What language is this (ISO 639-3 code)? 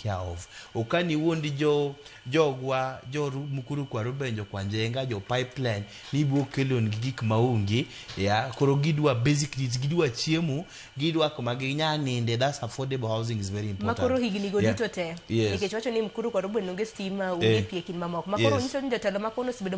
luo